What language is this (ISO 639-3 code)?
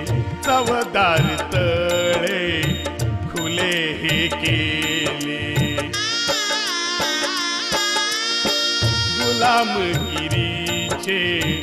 mar